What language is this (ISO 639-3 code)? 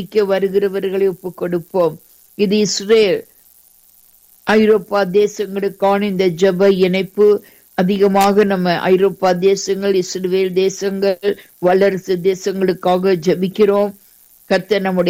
tam